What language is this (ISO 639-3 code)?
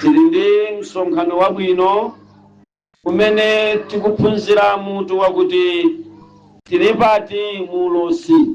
nya